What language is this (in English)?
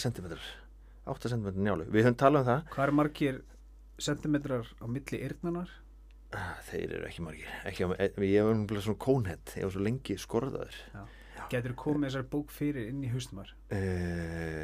Icelandic